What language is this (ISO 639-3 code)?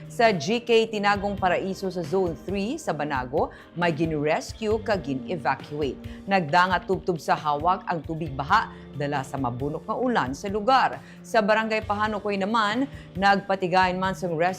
hil